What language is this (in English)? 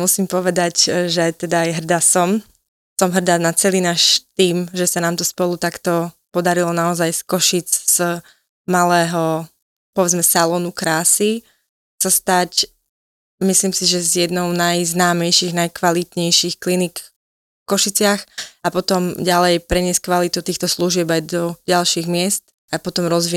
Slovak